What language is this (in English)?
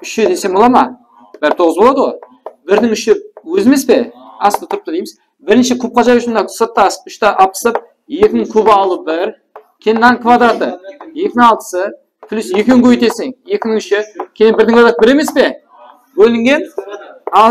Kara-Kalpak